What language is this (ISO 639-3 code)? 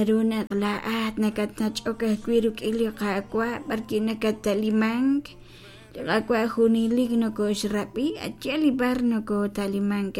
kek